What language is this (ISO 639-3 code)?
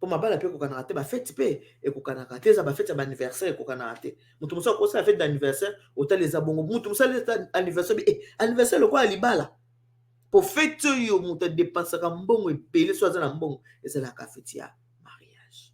lin